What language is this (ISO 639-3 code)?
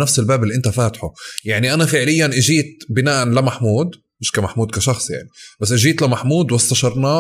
apc